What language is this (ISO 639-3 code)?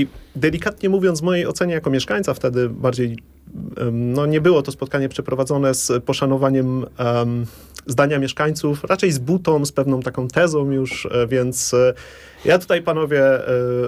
pol